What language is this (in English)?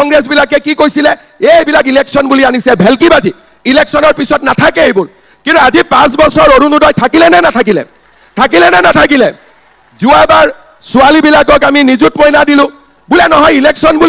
Assamese